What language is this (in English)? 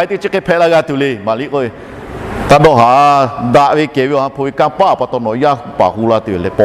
Lahu